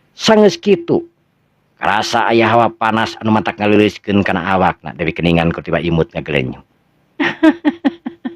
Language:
Sundanese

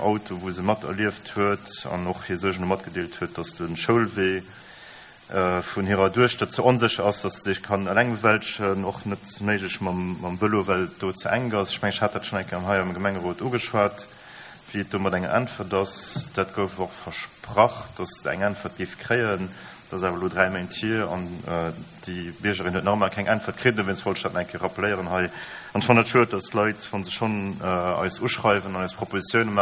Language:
Luxembourgish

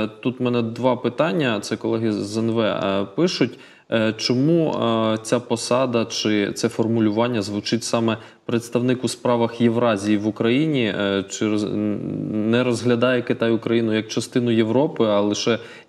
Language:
Ukrainian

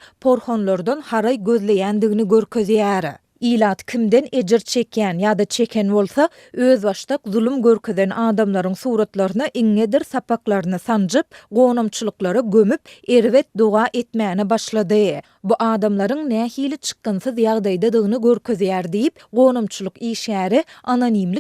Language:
Turkmen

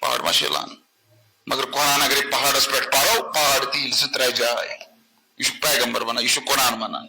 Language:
Kashmiri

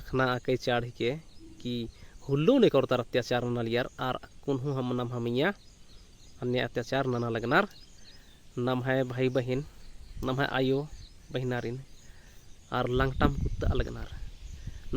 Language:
Kurukh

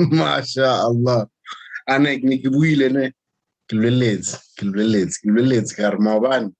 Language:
Southern Sotho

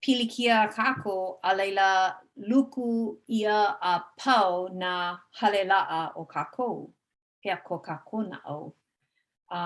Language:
Hawaiian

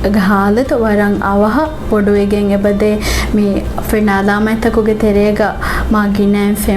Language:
Divehi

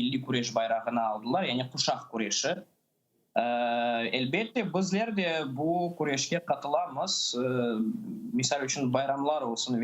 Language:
Crimean Tatar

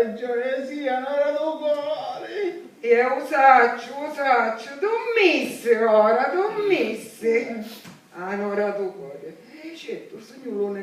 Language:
Sicilian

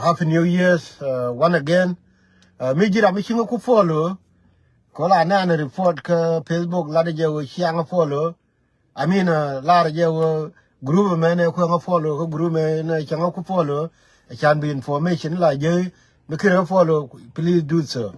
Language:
Nuer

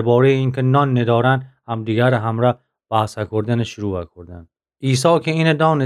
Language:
Gilaki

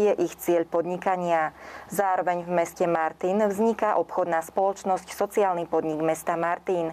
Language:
Slovak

